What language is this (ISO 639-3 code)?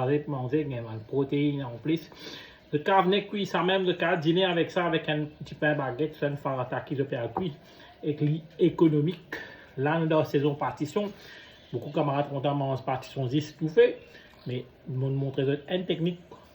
mfe